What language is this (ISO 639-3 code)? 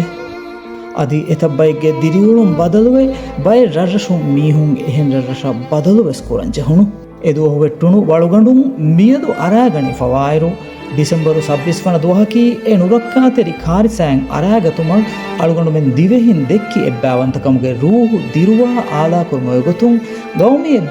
div